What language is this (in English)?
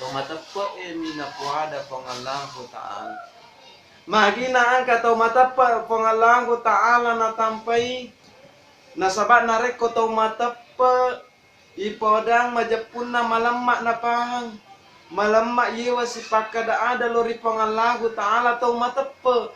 Buginese